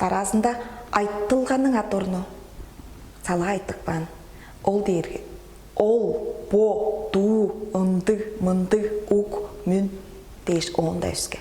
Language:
Tuvinian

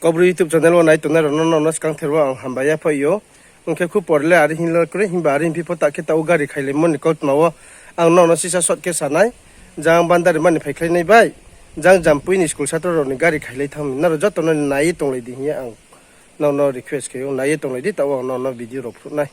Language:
Riang (India)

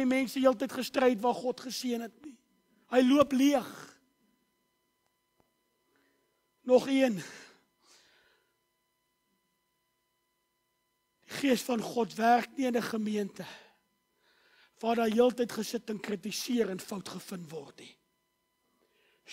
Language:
Afrikaans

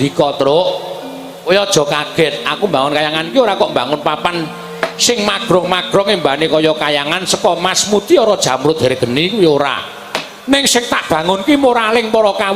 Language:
Javanese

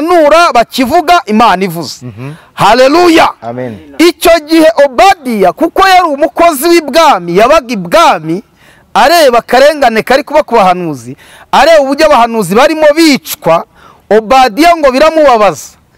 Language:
Kinyarwanda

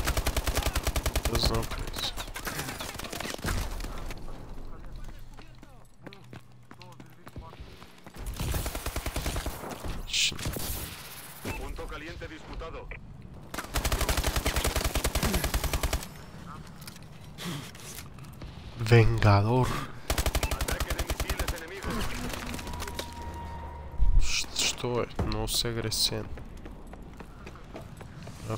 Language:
Bulgarian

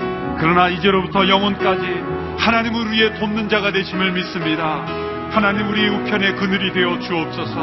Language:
Korean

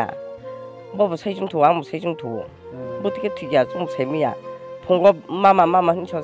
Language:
Kok Borok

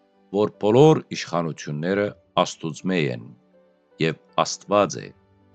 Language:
Western Armenian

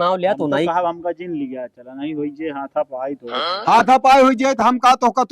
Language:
Awadhi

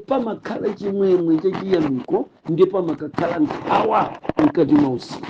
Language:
Nyanja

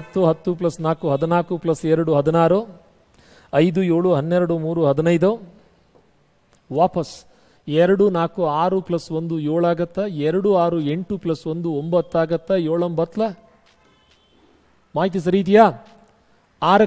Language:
Kannada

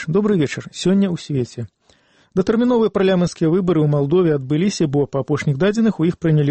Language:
Belarusian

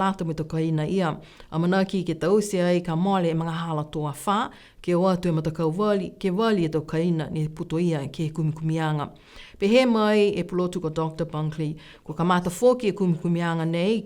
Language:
Niuean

